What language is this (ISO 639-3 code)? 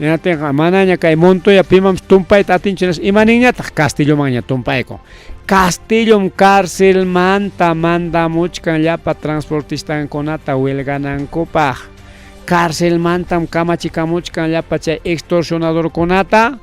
quy